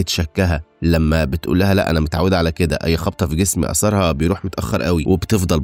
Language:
Egyptian Arabic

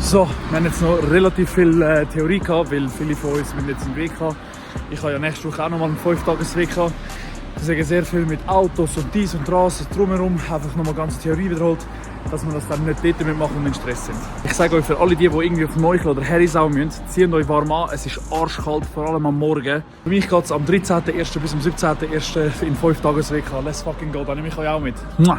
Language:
Swiss German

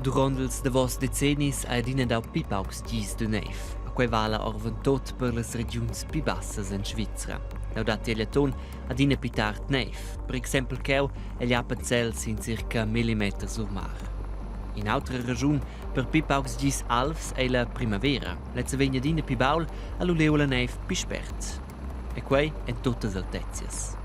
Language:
Romansh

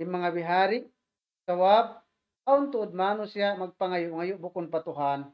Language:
Tausug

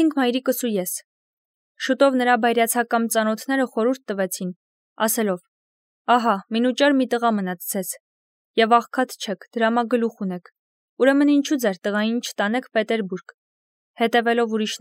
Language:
Armenian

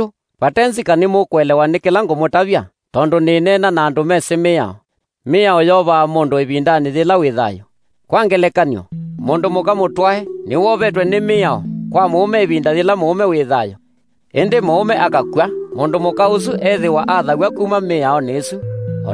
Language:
Kamba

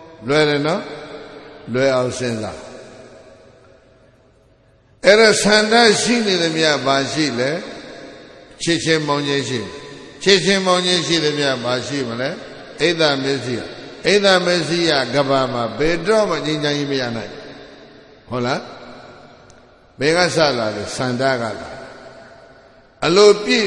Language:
Burmese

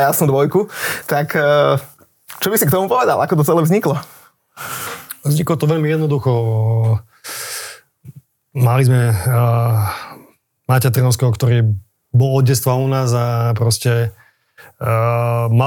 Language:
Slovak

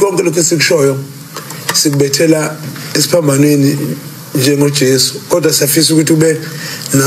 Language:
Zulu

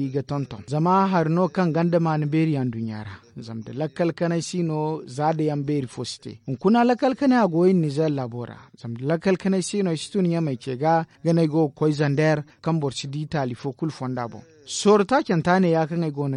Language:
Zarma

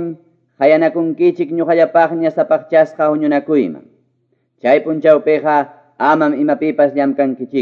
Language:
Quechua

